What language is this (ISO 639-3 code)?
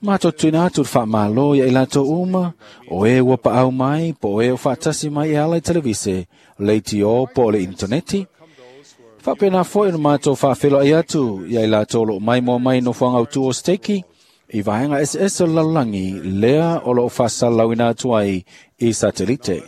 smo